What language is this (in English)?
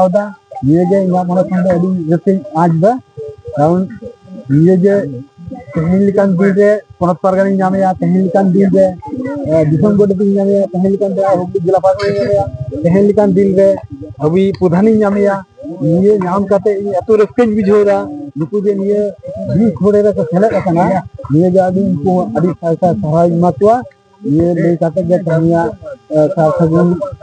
Santali